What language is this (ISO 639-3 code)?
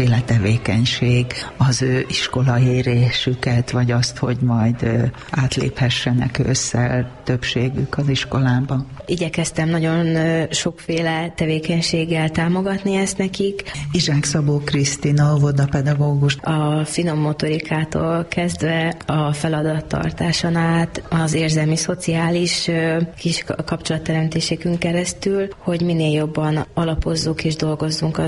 hun